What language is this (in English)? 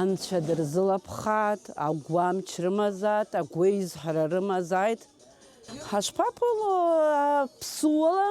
Abkhazian